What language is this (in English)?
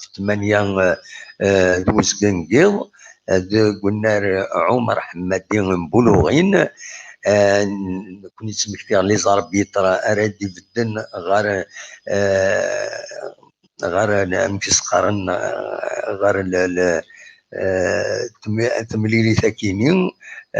Kabyle